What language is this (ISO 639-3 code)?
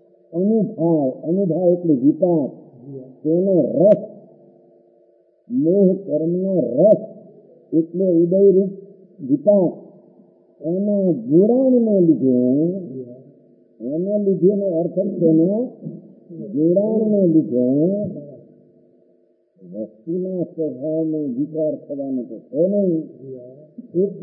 guj